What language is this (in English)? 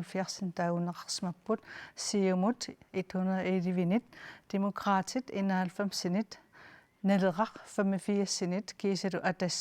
Kalaallisut